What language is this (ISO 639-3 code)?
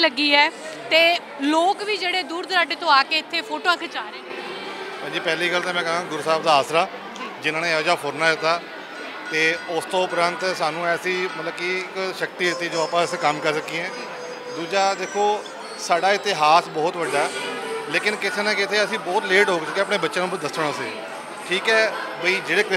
pan